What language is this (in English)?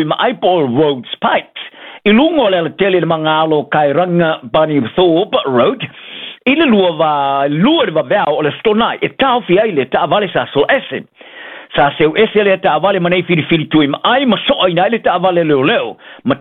Samoan